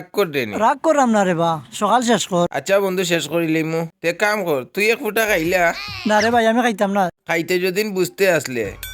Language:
Sylheti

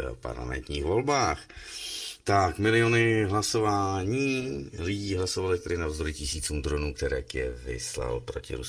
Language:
Czech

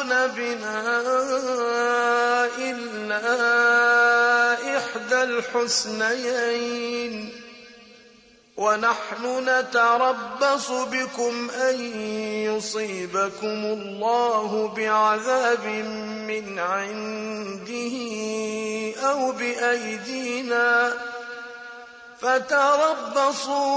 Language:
Arabic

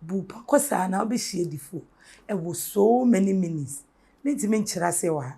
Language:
Akan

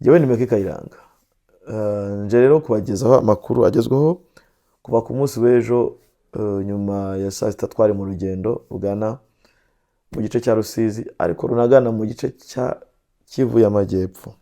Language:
Kinyarwanda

